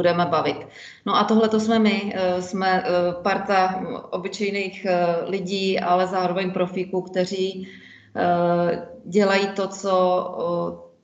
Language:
Czech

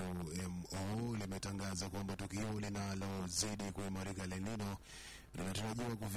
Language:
Swahili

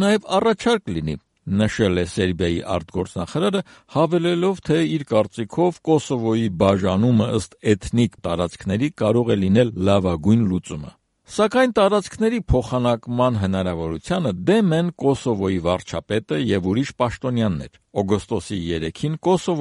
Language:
Armenian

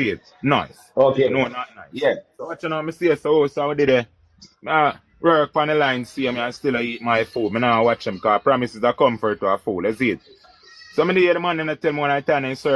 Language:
Jamaican Creole English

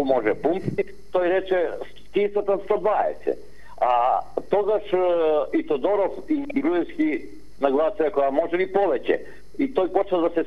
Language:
Macedonian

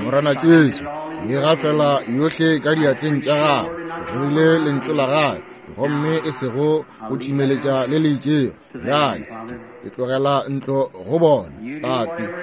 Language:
Northern Sotho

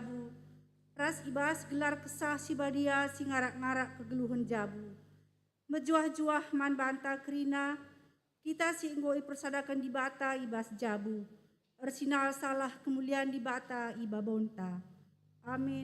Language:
Batak Karo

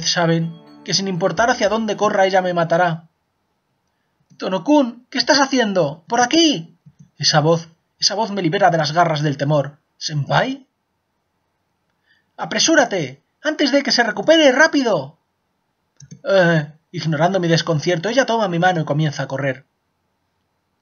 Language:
Spanish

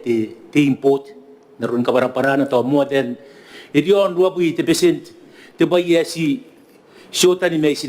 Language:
Gilbertese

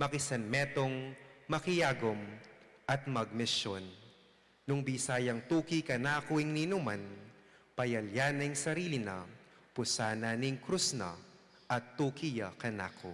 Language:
Pampanga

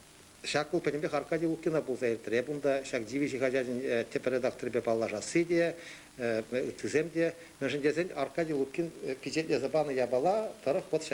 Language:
Chuvash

